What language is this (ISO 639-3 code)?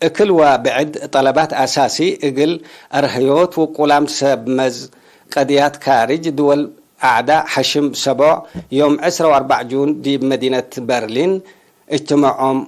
tig